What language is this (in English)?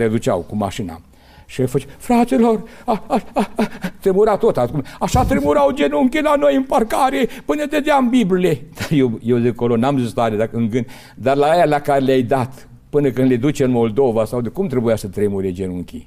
Romanian